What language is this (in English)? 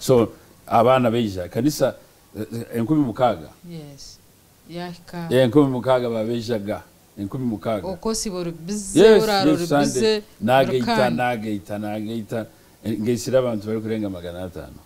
Nyankole